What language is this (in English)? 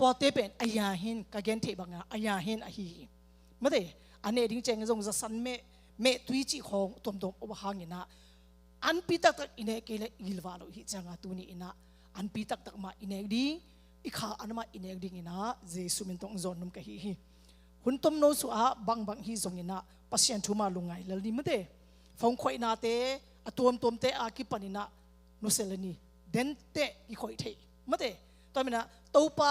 Tedim Chin